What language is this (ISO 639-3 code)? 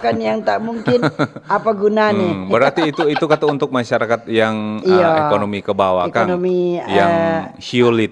xmm